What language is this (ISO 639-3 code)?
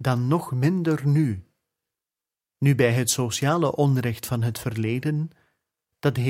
nld